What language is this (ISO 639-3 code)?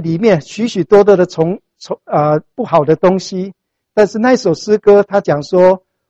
zho